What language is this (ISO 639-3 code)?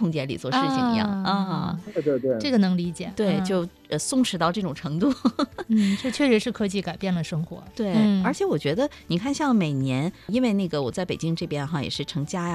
zho